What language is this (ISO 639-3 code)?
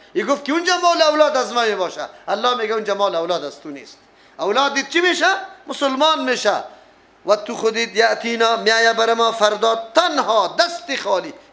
fas